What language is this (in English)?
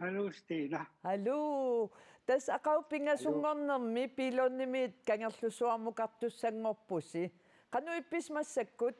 Kalaallisut